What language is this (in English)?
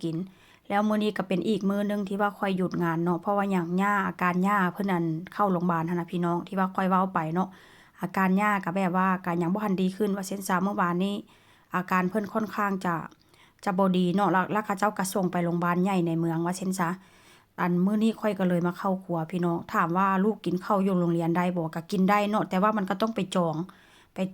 Northeastern Thai